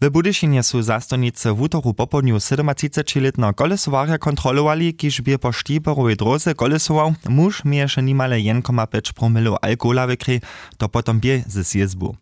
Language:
Upper Sorbian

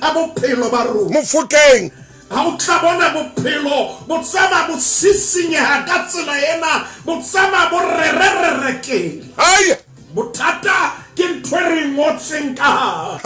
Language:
Southern Sotho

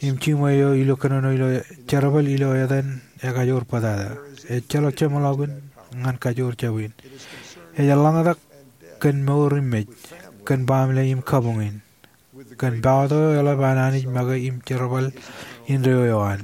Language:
Marshallese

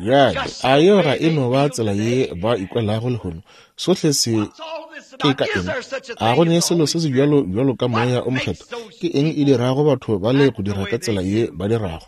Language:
Northern Sotho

